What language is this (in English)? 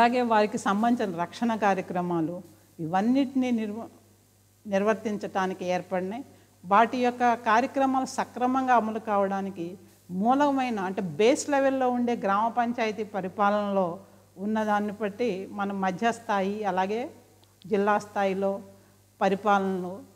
Telugu